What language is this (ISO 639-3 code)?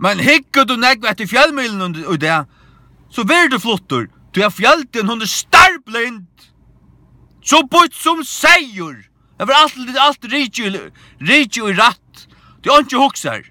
fao